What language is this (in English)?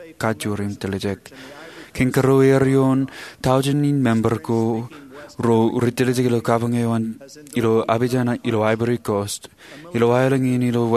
Marshallese